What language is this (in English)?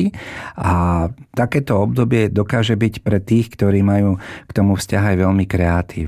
Slovak